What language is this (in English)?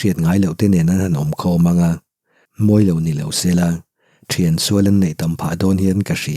Mizo